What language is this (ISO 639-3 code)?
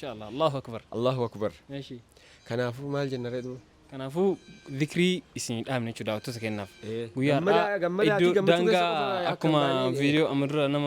orm